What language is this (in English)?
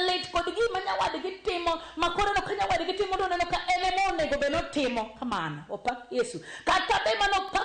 Luo (Kenya and Tanzania)